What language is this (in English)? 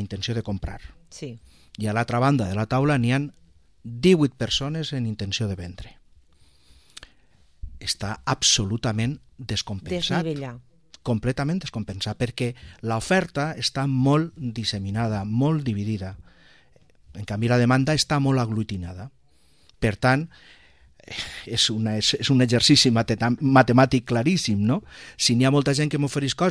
Catalan